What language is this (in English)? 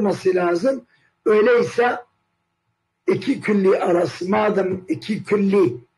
Turkish